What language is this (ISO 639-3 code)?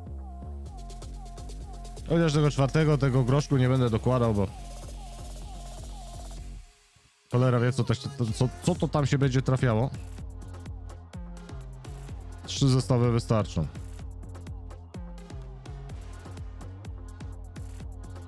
pol